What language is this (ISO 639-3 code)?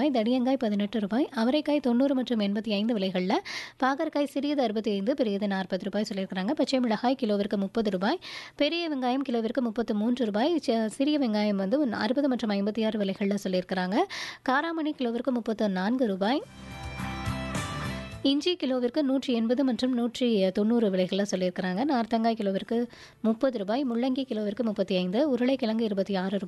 tam